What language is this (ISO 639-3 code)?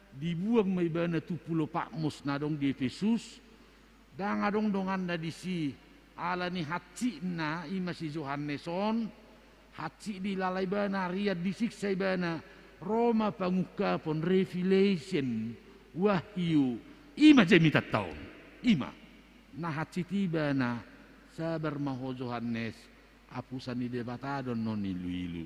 bbc